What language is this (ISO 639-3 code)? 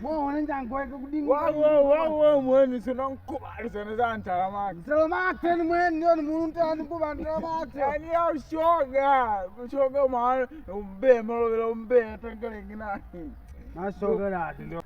kde